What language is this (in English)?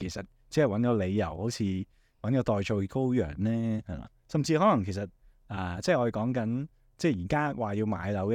Cantonese